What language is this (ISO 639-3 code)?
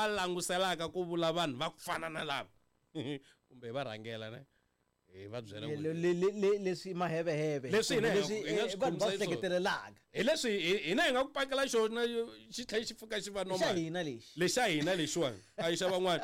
tso